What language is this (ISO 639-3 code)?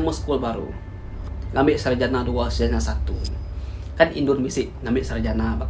iba